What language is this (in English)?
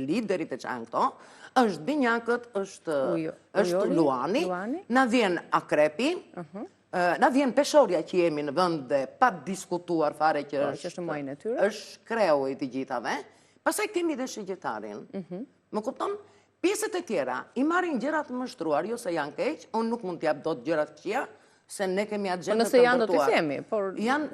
Albanian